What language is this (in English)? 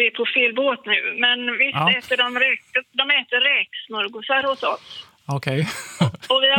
Swedish